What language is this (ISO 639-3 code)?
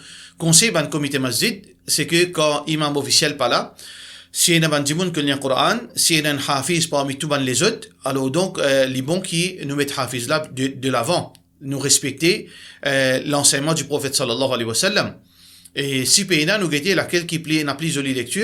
mfe